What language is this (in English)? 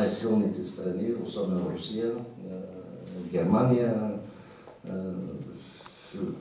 Bulgarian